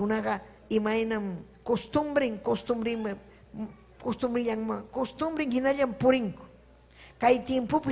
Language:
Ayacucho Quechua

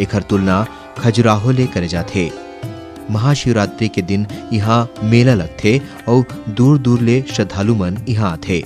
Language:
Chhattisgarhi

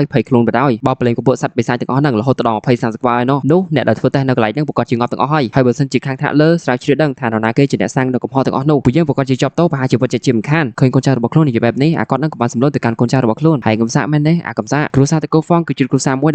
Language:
Khmer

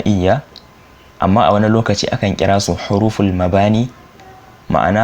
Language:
Hausa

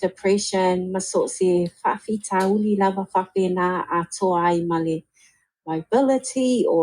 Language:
Samoan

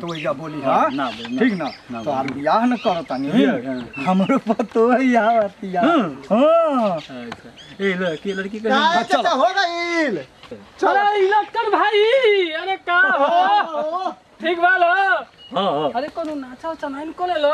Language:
Bhojpuri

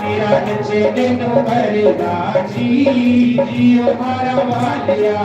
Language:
Dogri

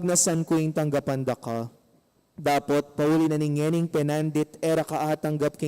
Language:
Pampanga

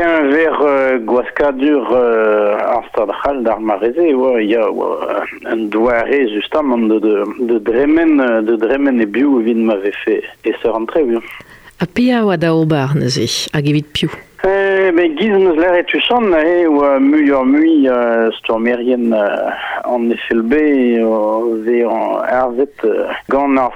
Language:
Breton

